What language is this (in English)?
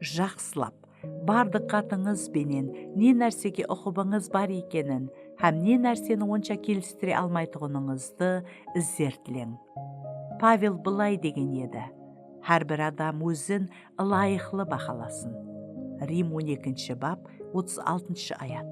Kara-Kalpak